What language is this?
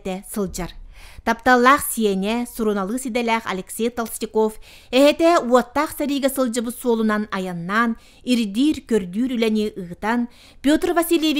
Yakut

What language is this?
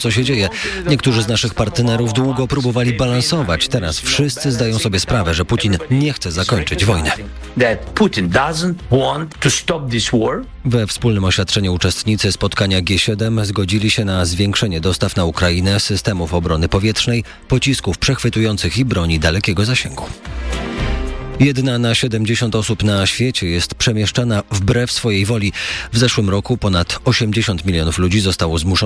Polish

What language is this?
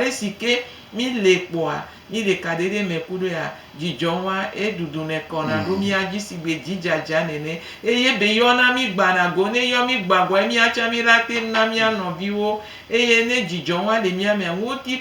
Gen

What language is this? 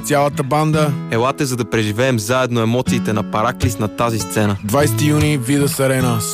Bulgarian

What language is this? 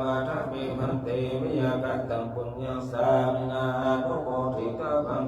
Pali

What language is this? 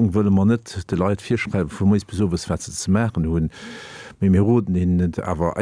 Luxembourgish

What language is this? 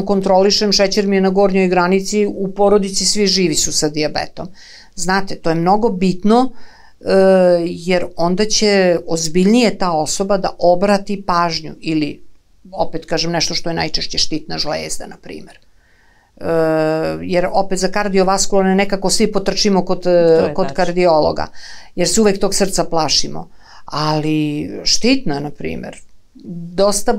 Serbian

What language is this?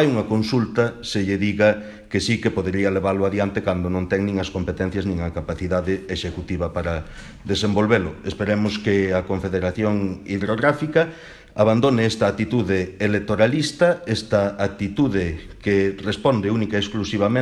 Galician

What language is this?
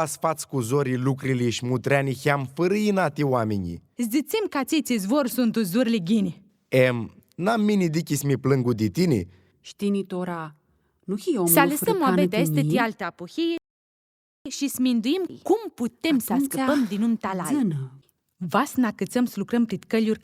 Aromanian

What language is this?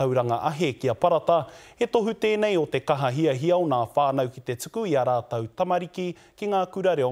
Māori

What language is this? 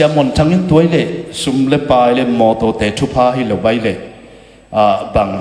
Tedim Chin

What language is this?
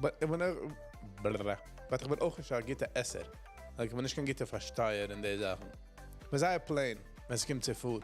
Yiddish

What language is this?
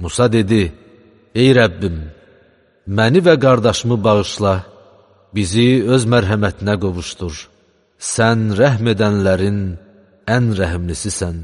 Azerbaijani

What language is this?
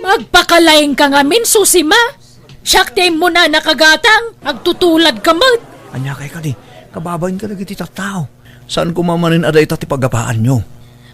Iloko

